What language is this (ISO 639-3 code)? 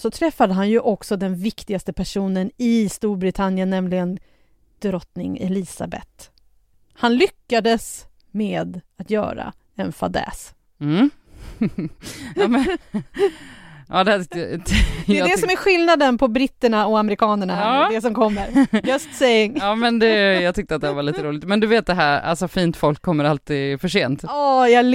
swe